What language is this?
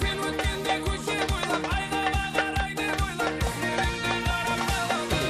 Kara-Kalpak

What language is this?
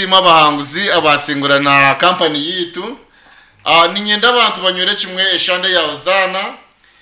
Nyankole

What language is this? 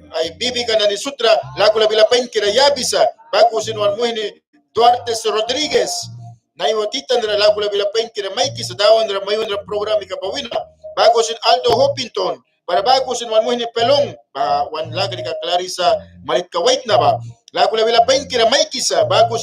Mískito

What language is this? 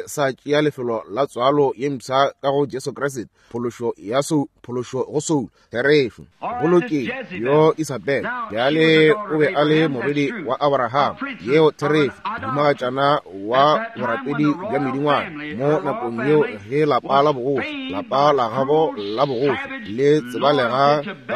Northern Sotho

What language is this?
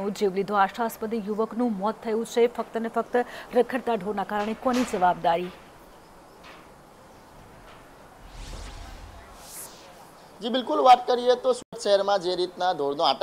Gujarati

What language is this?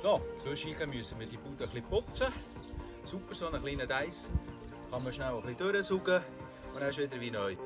Swiss German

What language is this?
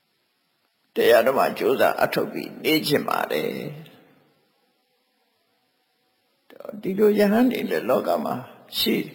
Burmese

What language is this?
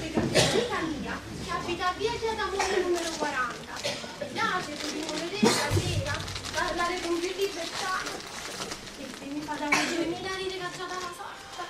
Neapolitan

